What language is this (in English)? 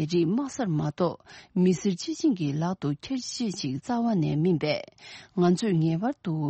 Tibetan